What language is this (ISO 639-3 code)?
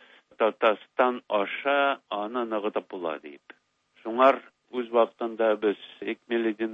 tat